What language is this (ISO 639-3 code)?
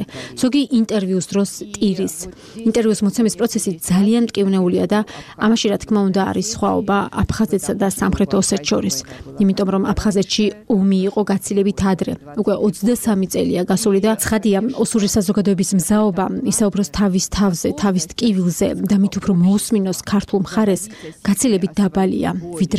kat